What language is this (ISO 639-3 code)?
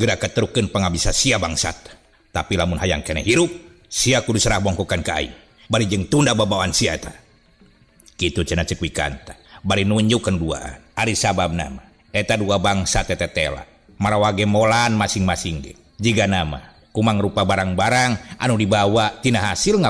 sun